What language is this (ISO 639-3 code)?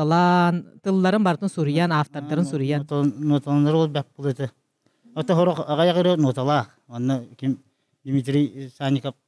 sah